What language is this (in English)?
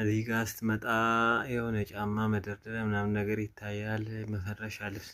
Amharic